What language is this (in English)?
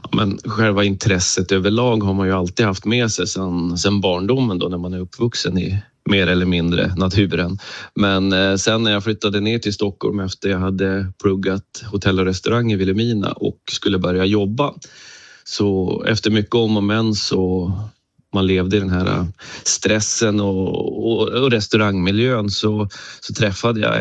Swedish